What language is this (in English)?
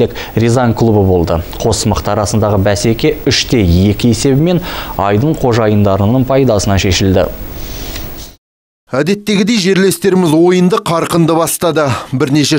Kazakh